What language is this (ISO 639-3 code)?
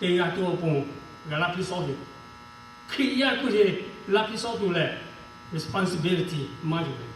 lhu